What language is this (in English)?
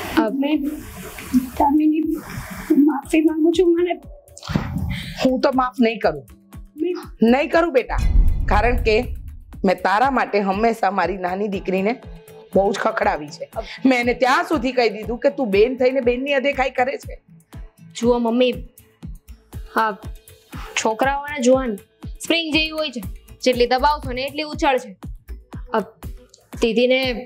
Gujarati